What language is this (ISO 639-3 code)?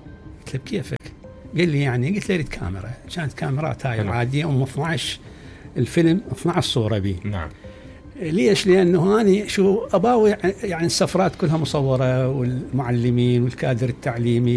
acm